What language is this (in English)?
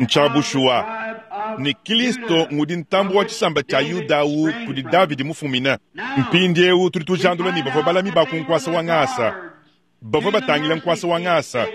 Luba-Lulua